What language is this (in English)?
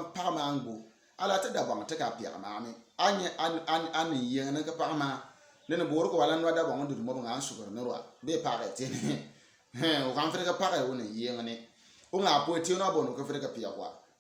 Bimoba